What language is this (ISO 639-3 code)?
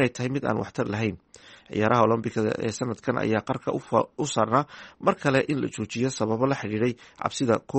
som